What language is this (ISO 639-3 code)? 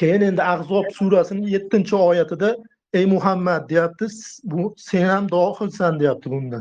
uzb